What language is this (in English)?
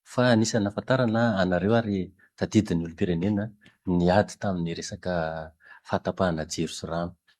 Malagasy